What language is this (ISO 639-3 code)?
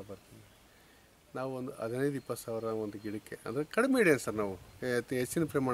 kan